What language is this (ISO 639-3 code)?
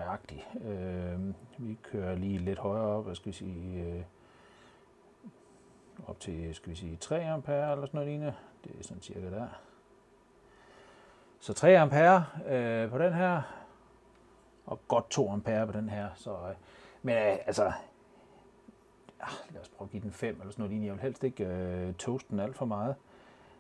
dan